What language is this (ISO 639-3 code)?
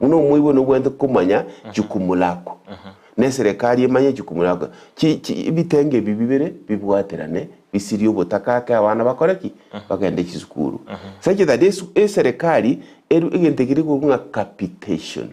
guz